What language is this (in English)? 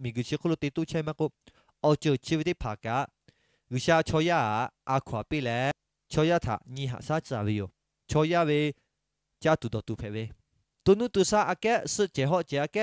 Lahu